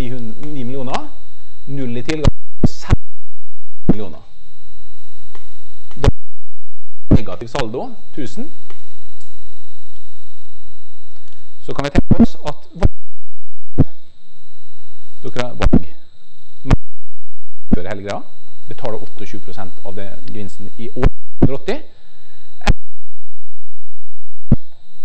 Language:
Norwegian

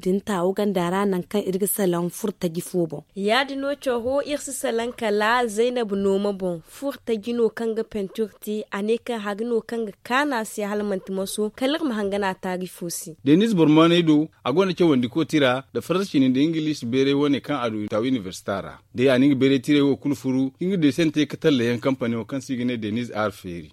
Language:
Zarma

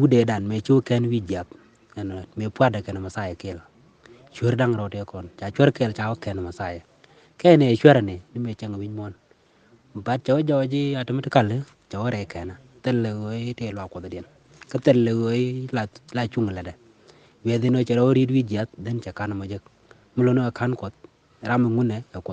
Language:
Nuer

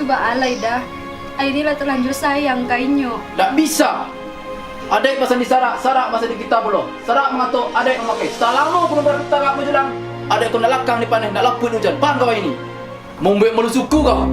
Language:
Minangkabau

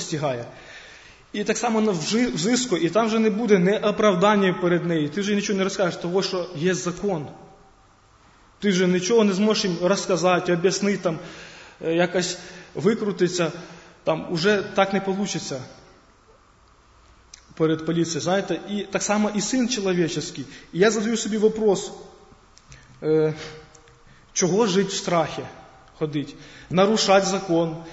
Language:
Ukrainian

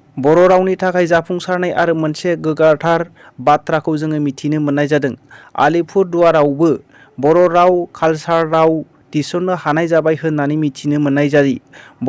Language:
Bodo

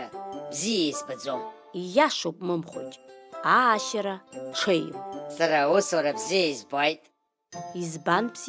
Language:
Abkhazian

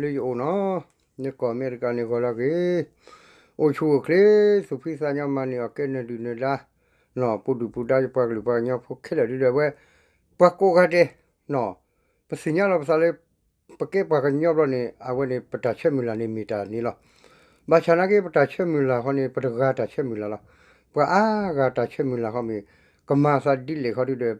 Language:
S'gaw Karen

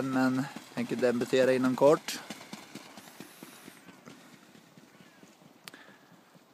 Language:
Swedish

